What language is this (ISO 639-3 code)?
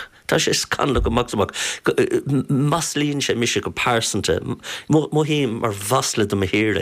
gle